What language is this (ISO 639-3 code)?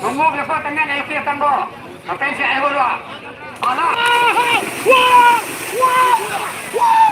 min